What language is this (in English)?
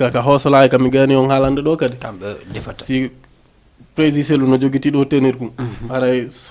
Fula